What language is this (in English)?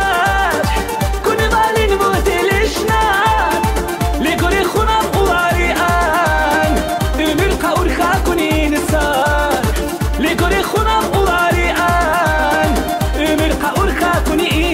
Tabassaran